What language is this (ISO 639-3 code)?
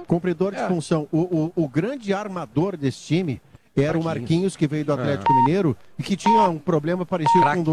por